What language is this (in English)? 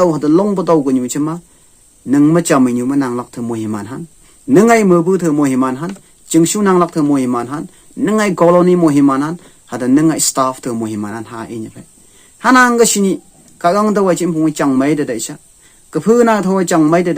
Phom Naga